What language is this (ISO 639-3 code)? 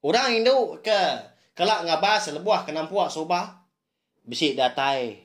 iba